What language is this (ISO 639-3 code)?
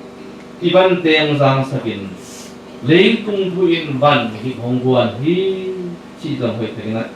ctd